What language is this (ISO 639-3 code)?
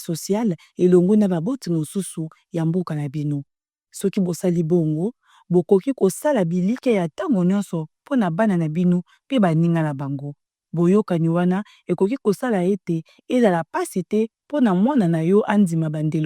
lin